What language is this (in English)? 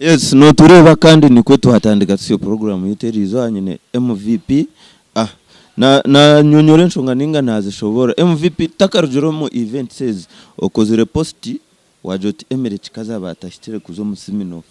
Nyankole